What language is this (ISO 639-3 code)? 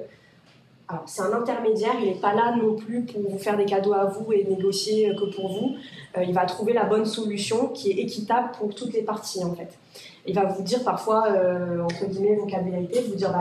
fra